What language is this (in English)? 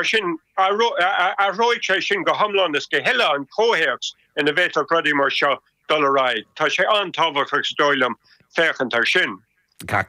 Irish